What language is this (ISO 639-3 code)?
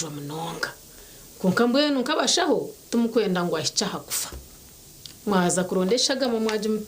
nyn